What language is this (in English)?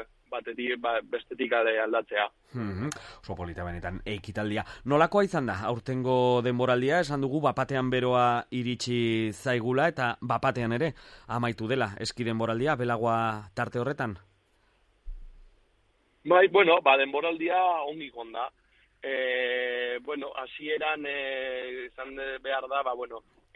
Basque